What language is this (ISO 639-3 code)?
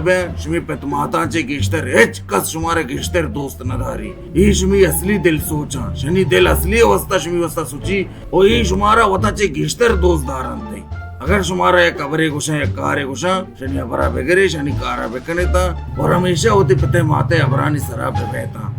bal